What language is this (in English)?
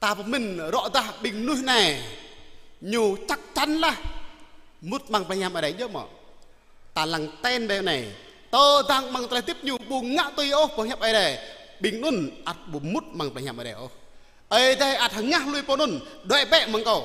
Jarai